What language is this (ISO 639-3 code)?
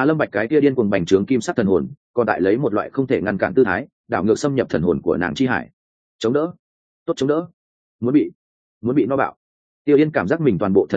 vie